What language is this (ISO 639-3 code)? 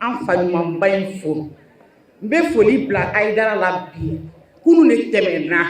bam